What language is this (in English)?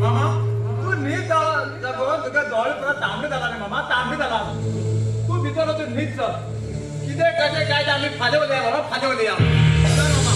Konkani